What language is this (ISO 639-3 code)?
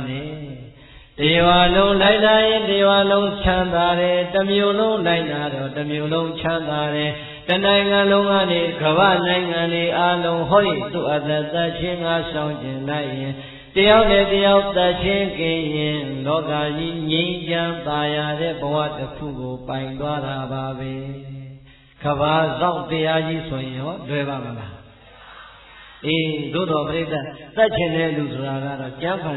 mya